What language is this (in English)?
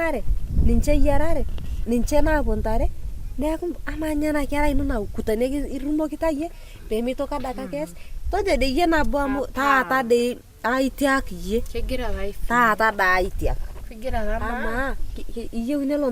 Masai